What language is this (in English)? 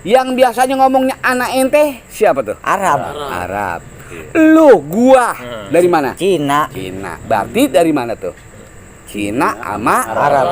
Betawi